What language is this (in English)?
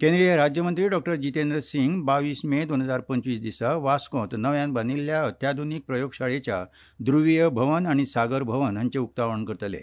Konkani